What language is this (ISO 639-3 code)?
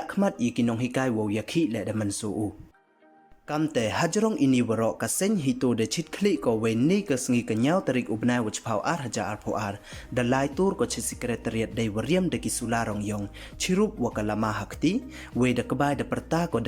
pbv